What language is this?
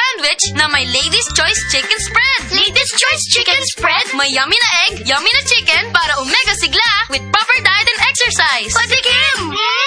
Filipino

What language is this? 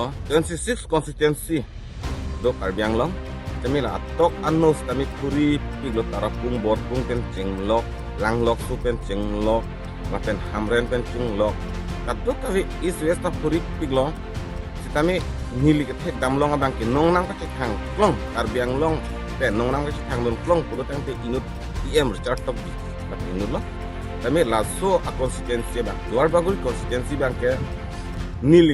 Karbi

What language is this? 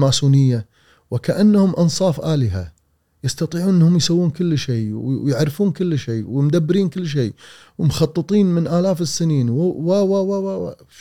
Gulf Arabic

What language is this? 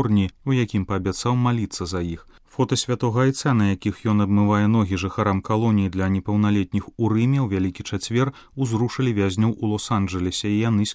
Belarusian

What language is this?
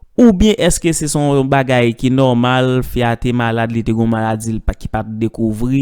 Haitian Creole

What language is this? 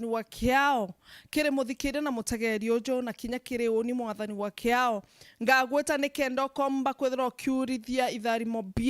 Meru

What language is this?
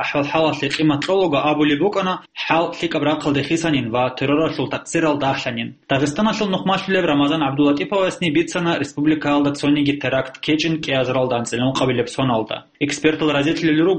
Avaric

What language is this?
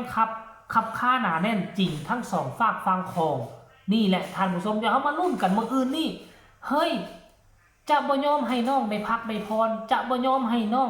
Northeastern Thai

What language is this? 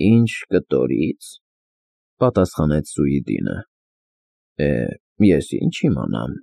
Armenian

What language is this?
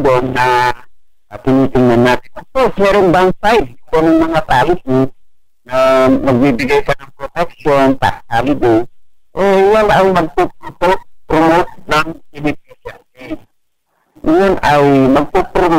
Filipino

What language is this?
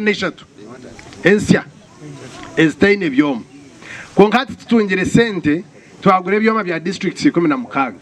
Nyankole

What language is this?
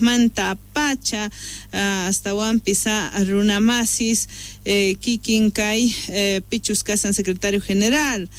South Bolivian Quechua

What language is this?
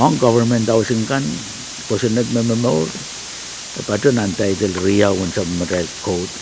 Pohnpeian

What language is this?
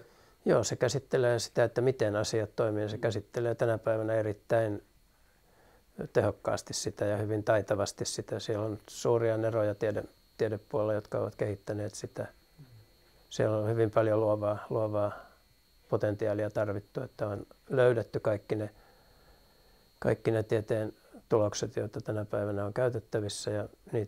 Finnish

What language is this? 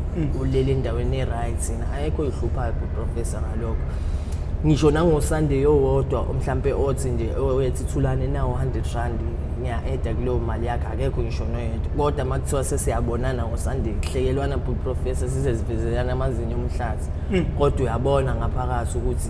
Zulu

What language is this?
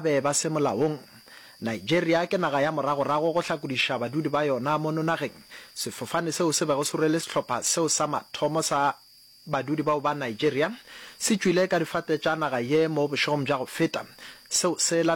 Northern Sotho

